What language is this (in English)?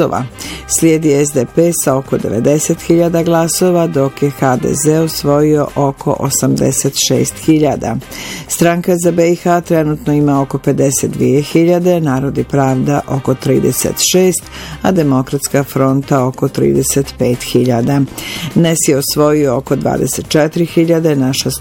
Bosnian